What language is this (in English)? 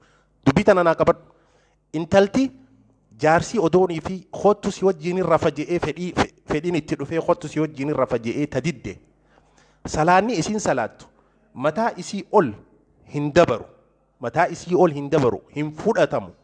Oromo